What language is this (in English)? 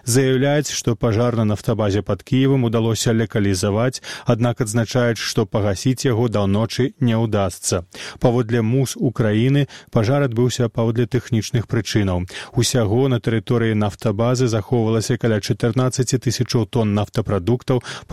Belarusian